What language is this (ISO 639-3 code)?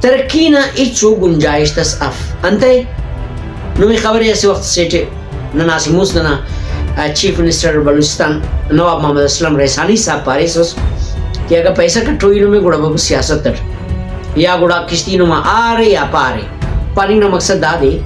brh